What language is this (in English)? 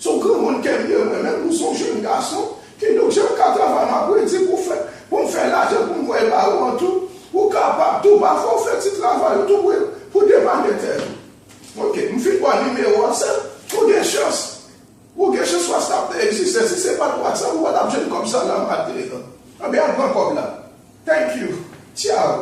Haitian Creole